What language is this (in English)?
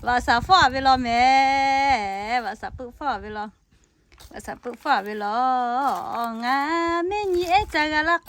Lahu